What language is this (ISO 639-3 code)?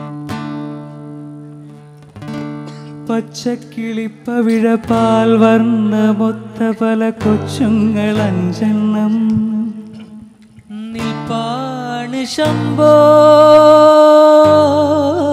mal